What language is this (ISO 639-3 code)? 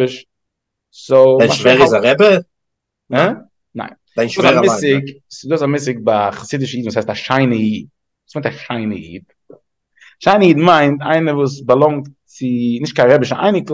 yid